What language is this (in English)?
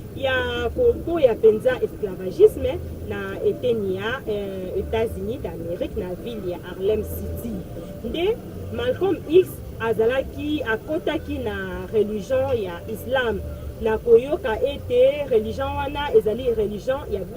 Lingala